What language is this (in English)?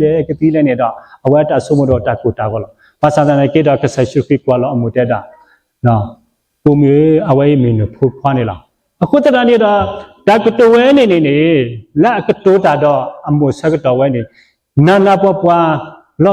S'gaw Karen